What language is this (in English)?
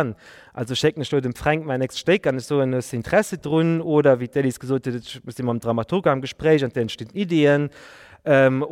Luxembourgish